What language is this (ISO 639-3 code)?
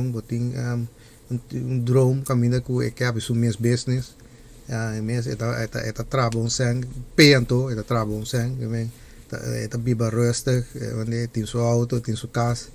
pap